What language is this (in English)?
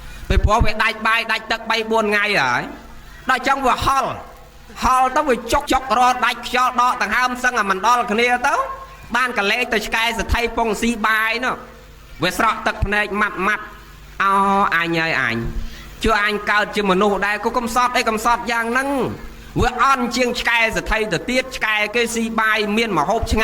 Khmer